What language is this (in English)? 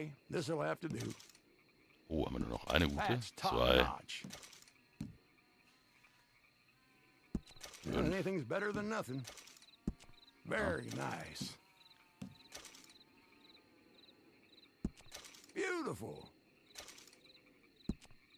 German